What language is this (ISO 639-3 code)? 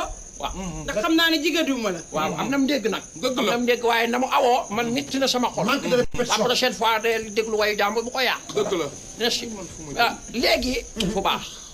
wol